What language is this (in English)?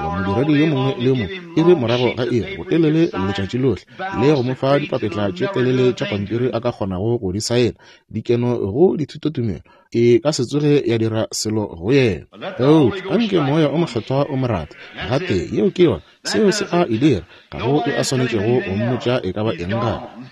Northern Sotho